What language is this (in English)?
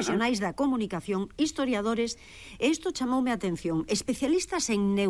Galician